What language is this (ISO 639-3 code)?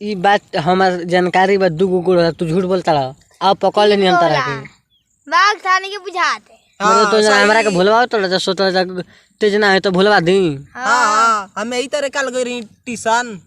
bho